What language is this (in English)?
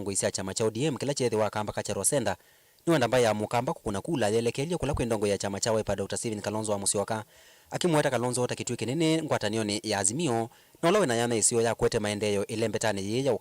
Kamba